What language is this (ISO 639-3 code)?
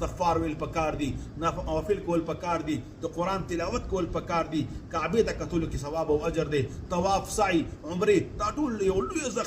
pus